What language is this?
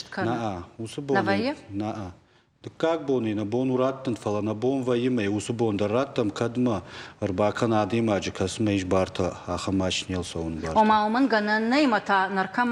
Ossetic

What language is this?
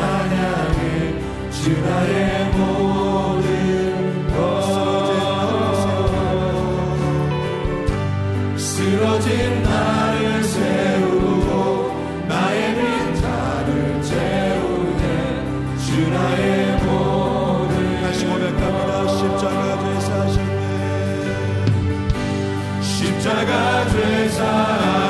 Korean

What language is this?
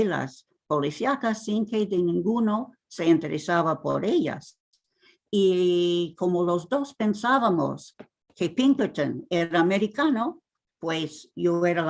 Ladino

